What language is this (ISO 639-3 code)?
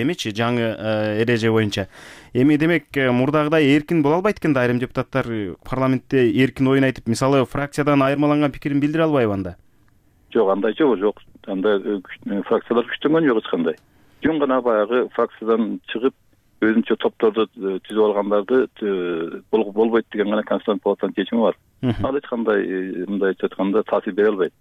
kir